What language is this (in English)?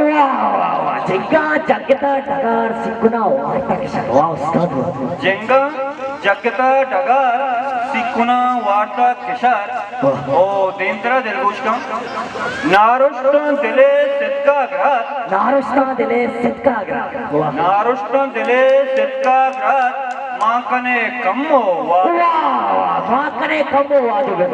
Baluchi